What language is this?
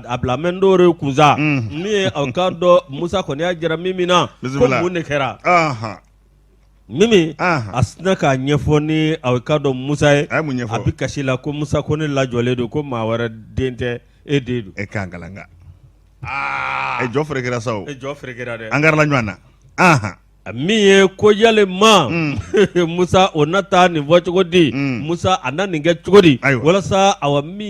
Bambara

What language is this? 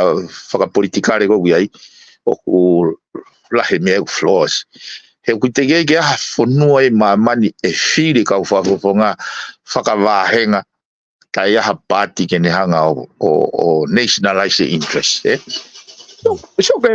Tongan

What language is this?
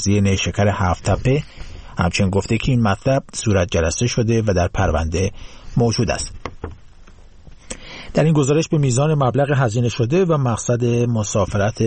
Persian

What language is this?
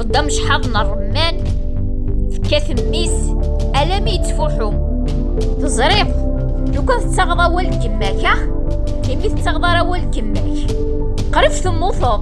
Kabyle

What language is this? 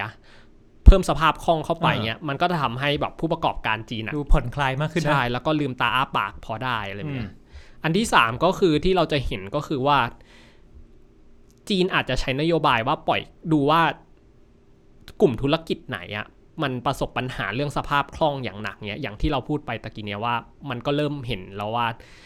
Thai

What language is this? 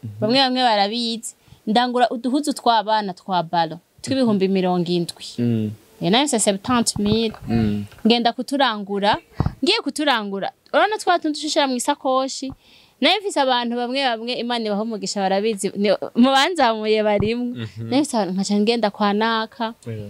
Rundi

